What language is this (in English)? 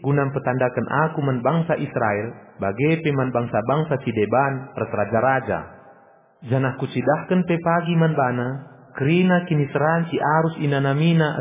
Batak Karo